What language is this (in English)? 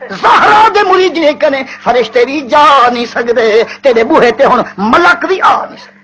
Saraiki